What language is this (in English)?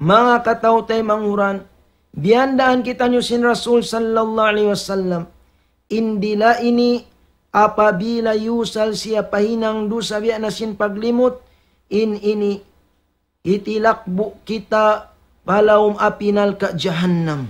Tausug